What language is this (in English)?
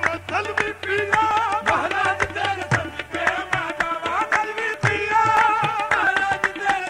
Punjabi